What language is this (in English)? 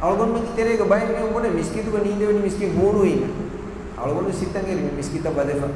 Divehi